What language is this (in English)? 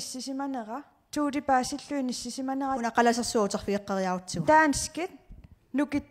Kalaallisut